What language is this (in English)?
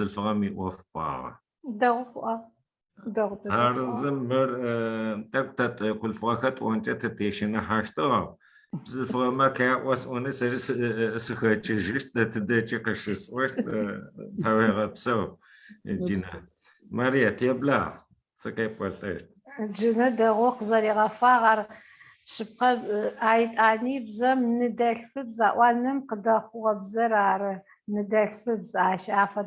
Adyghe